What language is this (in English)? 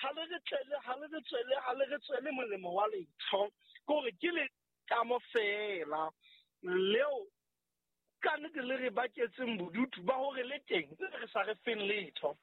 Southern Sotho